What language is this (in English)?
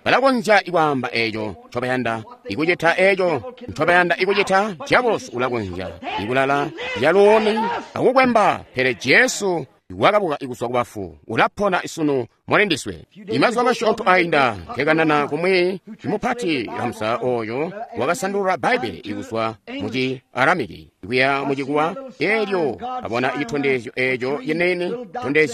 Tonga (Zambia)